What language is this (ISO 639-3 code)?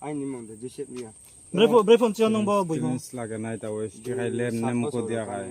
ria